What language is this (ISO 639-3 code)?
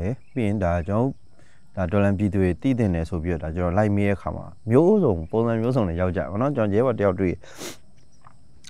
mya